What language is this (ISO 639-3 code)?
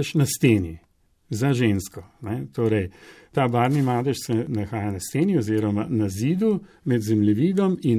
slv